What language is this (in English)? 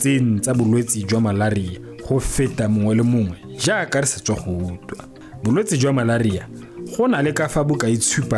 Tswana